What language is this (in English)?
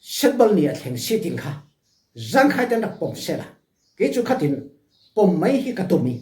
Falam Chin